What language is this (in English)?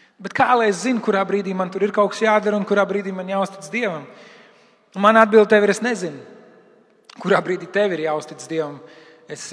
Latvian